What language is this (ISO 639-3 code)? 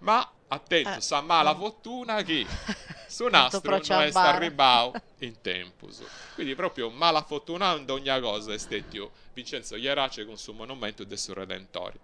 srd